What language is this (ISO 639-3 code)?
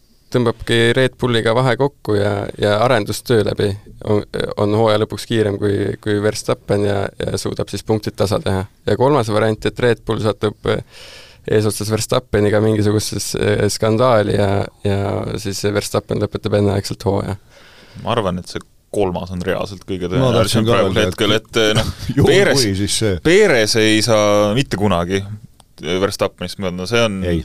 est